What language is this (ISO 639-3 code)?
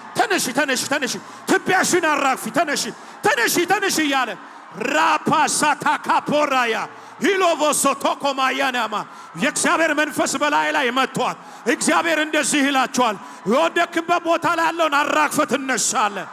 amh